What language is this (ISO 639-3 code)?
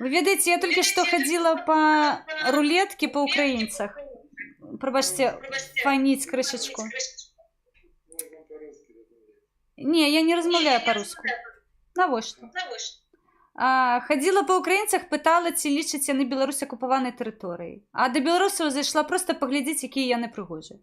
bel